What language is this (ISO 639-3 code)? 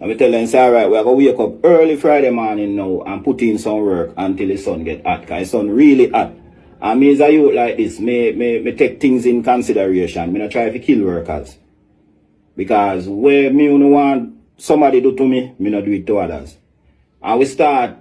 jam